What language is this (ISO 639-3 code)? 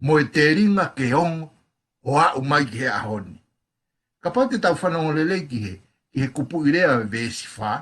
ton